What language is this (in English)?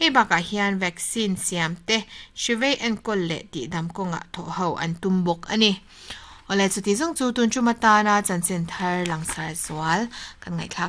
Mizo